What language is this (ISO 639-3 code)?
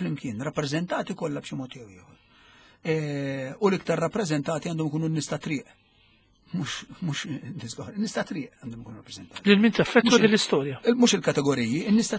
mlt